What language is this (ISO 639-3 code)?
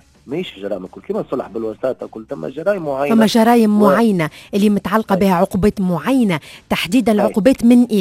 aeb